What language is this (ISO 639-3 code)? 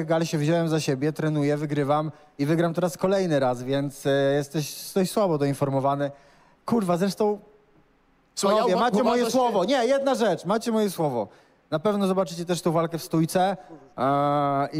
pol